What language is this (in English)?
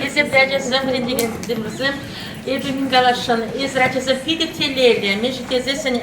Chuvash